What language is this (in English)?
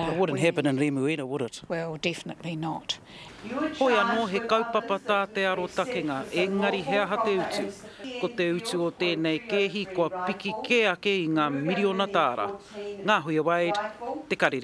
Māori